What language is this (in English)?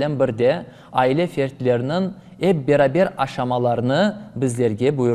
Crimean Tatar